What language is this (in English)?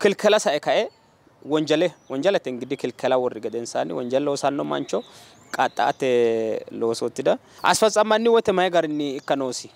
Sidamo